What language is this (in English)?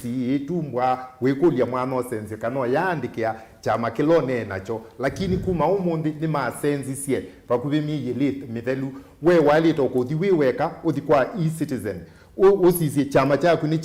Kamba